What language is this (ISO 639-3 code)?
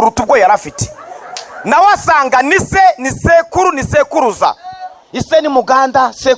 kin